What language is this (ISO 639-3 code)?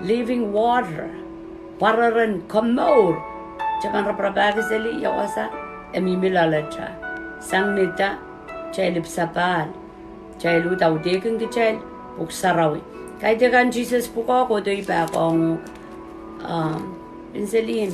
pon